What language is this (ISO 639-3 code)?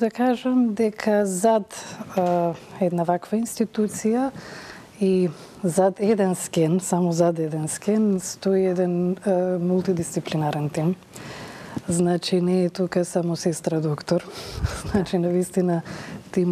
mkd